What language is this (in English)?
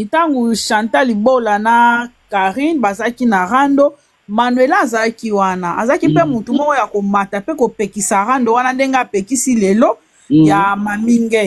Lingala